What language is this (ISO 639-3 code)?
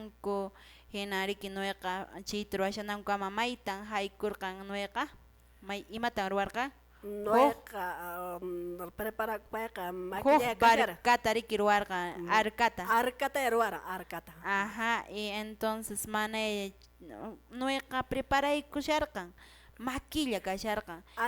que